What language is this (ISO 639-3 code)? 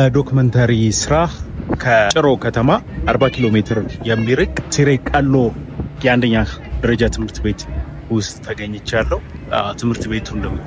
amh